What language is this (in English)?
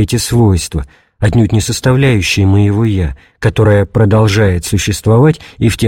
Russian